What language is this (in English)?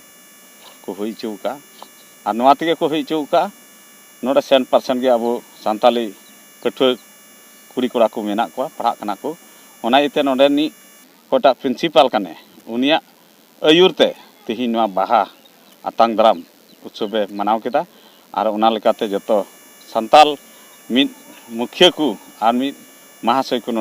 Santali